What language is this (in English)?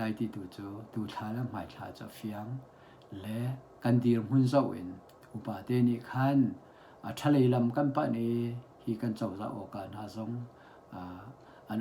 Hakha Chin